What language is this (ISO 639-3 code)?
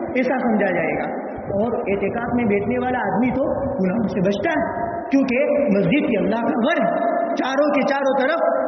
urd